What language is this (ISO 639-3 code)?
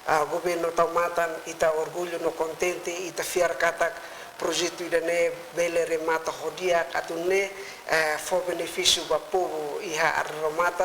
tet